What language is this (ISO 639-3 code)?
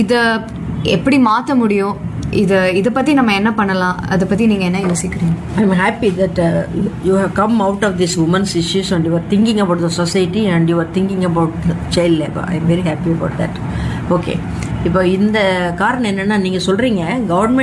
tam